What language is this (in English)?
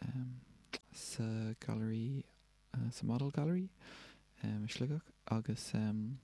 Irish